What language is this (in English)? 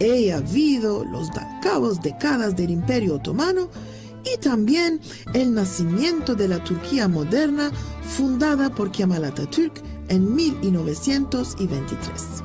Ladino